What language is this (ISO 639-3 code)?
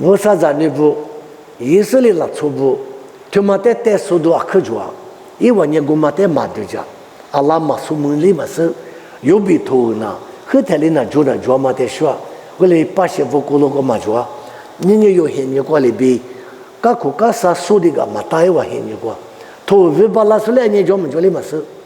lis